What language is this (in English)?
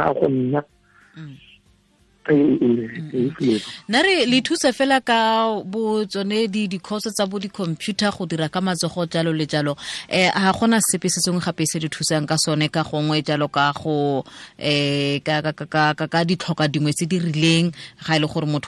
Tswana